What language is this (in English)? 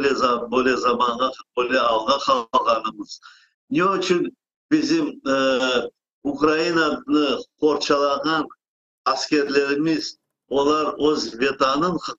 Crimean Tatar